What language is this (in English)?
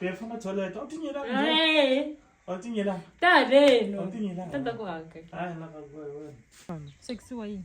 Tsonga